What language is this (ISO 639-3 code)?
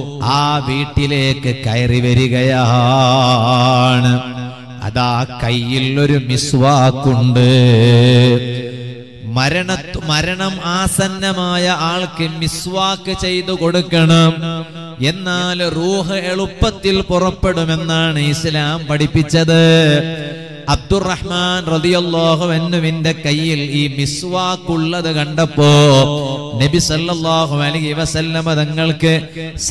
mal